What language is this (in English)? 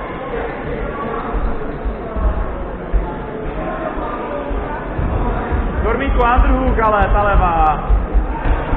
Czech